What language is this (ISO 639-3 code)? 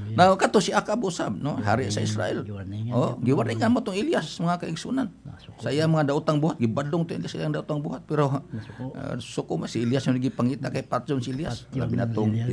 ceb